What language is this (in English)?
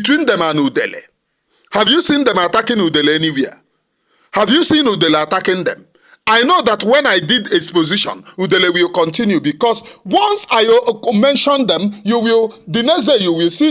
Igbo